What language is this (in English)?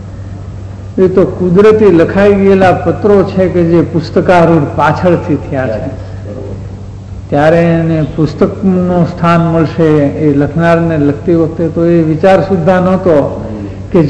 Gujarati